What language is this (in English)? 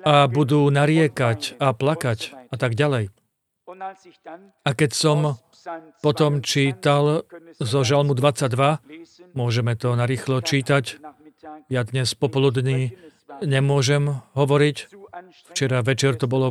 Slovak